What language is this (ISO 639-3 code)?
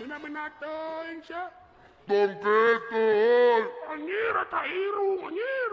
sun